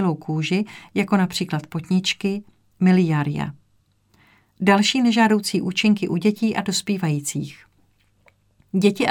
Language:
Czech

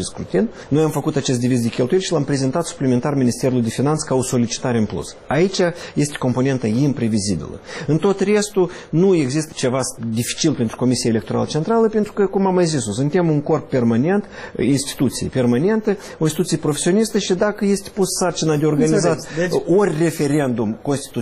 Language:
Romanian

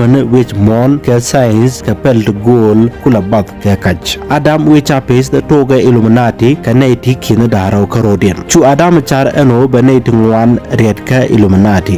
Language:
Nuer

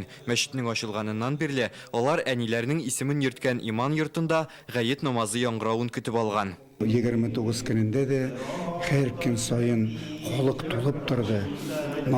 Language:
Tatar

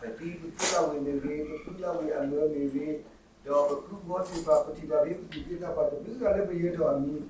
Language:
S'gaw Karen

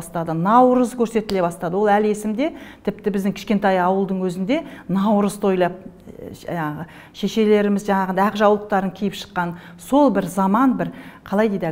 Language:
Kazakh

